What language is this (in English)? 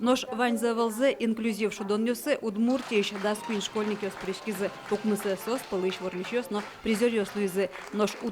Udmurt